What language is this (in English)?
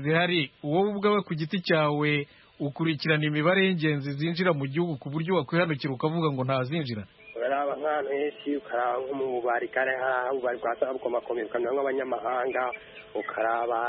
Kinyarwanda